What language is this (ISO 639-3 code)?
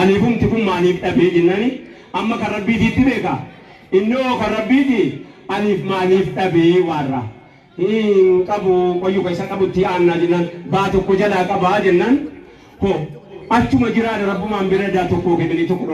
orm